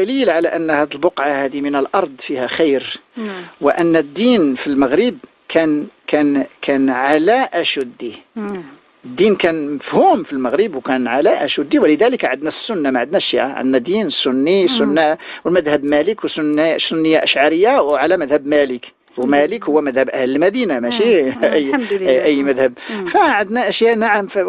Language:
Moroccan Arabic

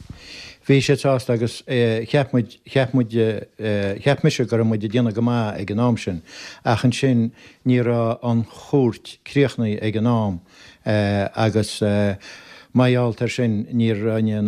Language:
Irish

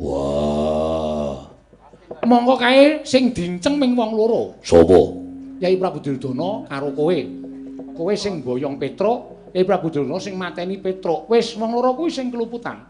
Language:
Javanese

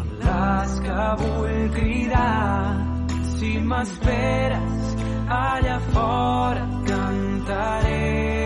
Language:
Catalan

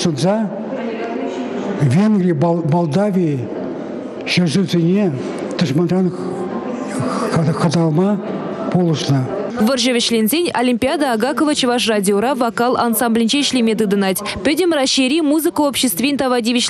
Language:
Chuvash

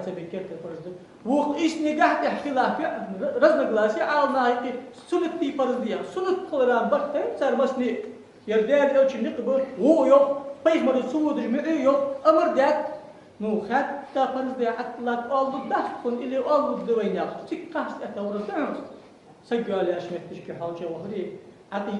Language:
Ingush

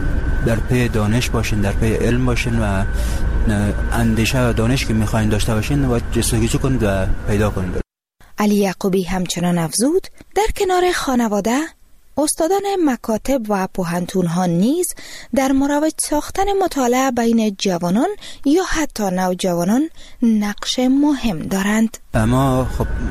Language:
Persian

